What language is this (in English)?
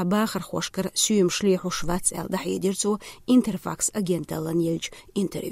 Chechen